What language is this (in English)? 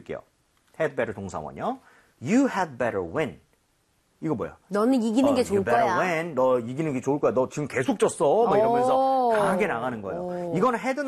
Korean